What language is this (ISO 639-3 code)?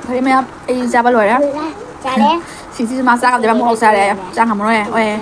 mni